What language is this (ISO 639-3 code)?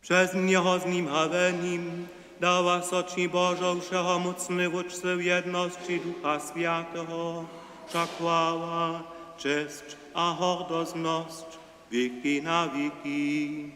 hsb